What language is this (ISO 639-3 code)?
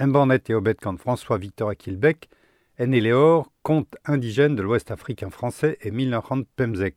bre